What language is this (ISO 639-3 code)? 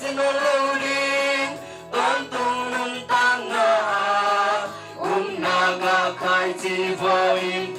ctd